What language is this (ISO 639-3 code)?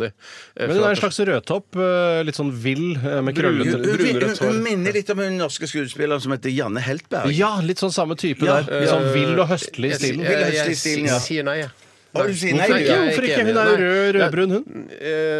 nor